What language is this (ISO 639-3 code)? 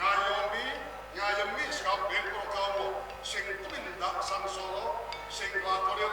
jav